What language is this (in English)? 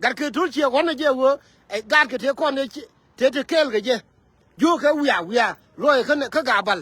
Nuer